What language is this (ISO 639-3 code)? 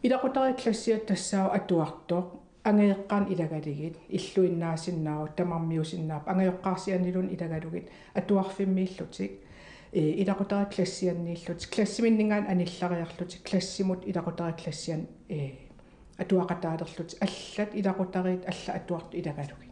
kal